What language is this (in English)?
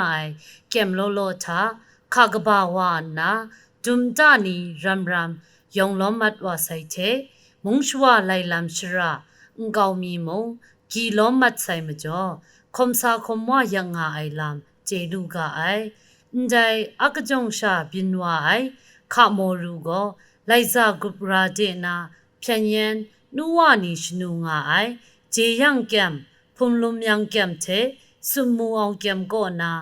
Kachin